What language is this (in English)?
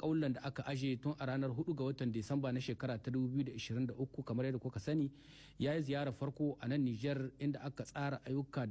Hausa